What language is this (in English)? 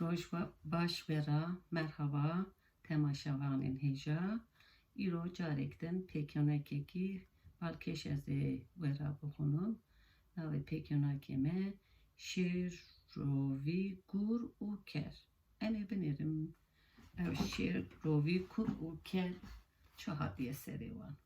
Kurdish